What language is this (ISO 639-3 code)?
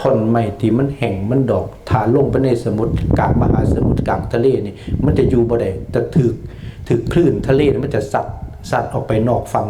lao